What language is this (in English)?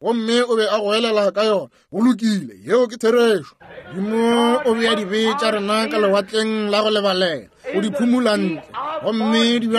Northern Sotho